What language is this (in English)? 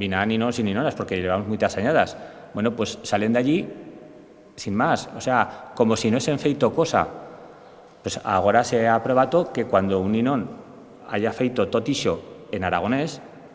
Aragonese